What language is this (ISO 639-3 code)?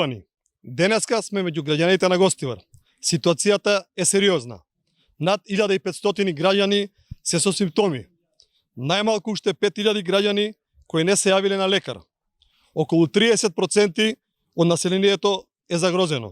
mkd